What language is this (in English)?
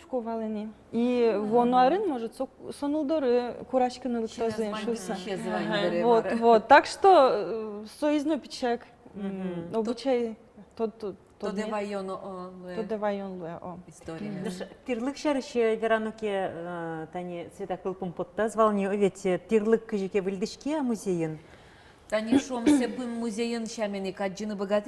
Udmurt